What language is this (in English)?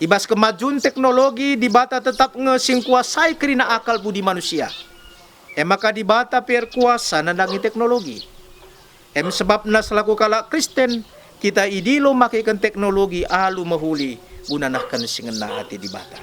Batak Karo